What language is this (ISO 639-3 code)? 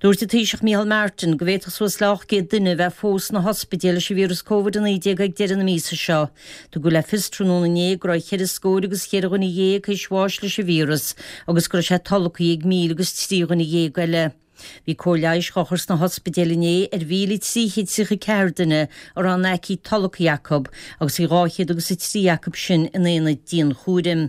gle